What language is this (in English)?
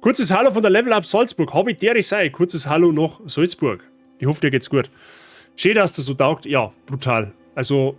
Bavarian